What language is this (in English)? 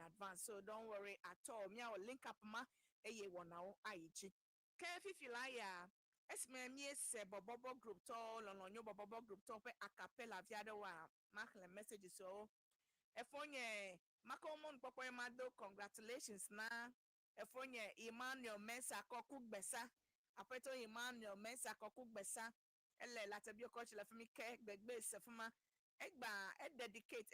Ewe